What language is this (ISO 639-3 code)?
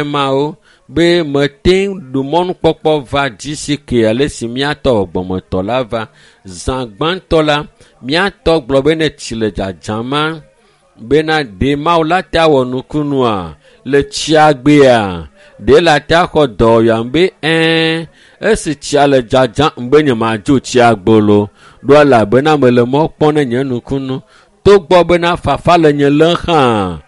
ewe